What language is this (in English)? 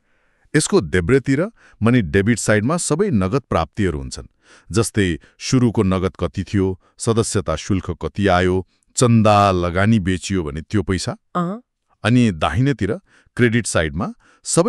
Nepali